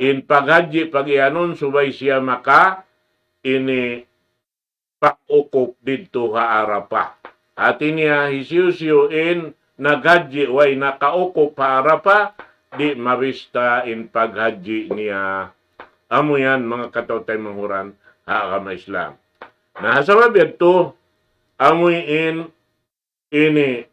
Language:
Tausug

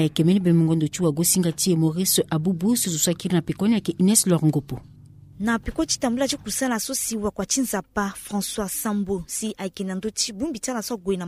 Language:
Sango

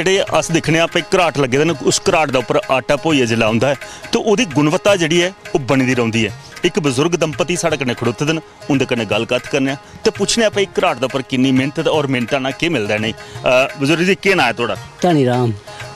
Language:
Dogri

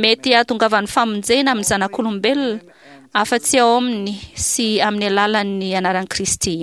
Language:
Malagasy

